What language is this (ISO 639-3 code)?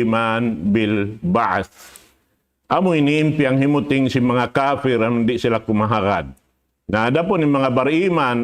tsg